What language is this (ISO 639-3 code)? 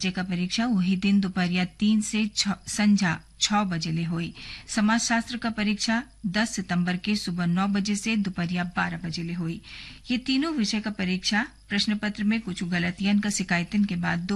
bho